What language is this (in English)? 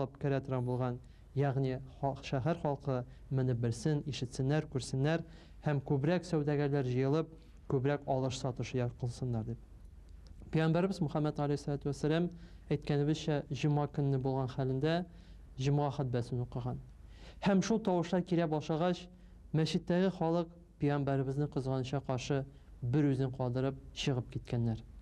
Tatar